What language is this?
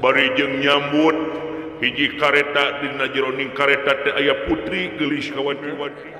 Sundanese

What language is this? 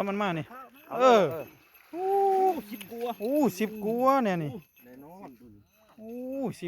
Lao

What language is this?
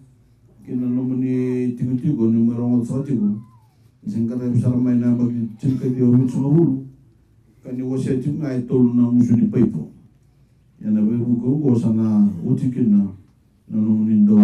Fijian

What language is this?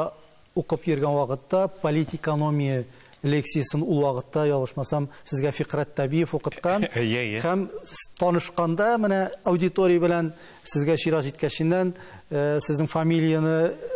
Tatar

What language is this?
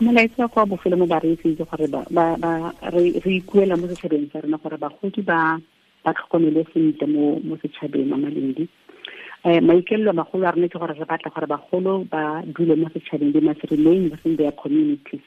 Tswana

